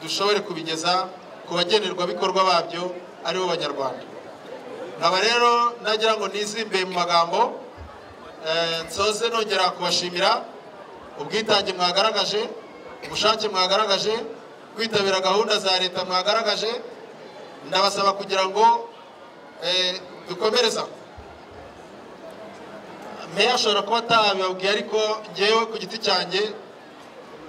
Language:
Kinyarwanda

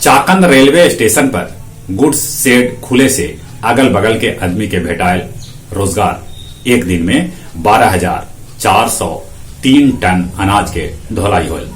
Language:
Magahi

